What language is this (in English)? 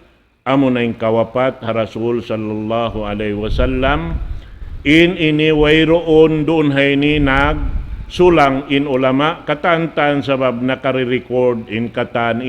Tausug